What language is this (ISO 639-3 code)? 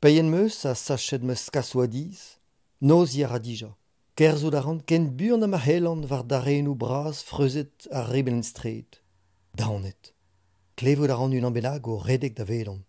bre